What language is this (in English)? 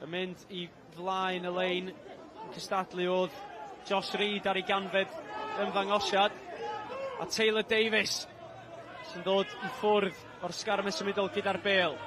Welsh